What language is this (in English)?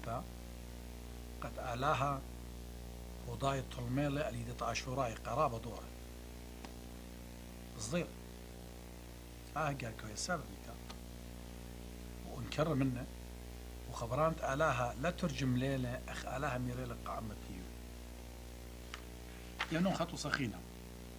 Assyrian Neo-Aramaic